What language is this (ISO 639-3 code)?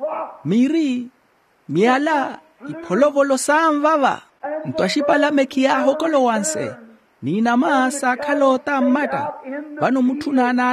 vmw